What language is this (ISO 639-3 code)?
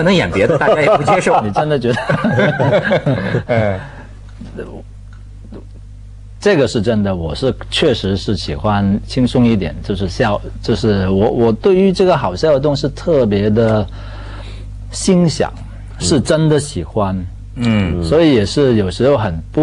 zho